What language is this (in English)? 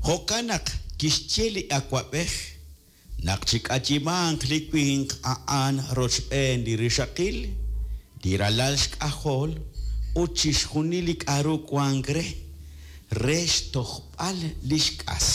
Kekchí